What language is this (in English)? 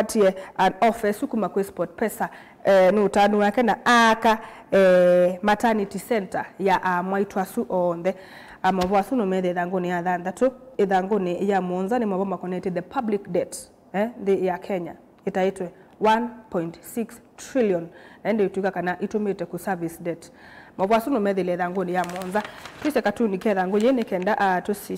Kamba